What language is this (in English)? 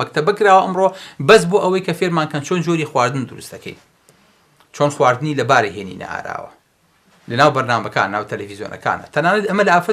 Central Kurdish